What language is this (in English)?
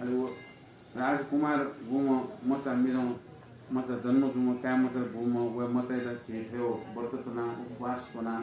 Newari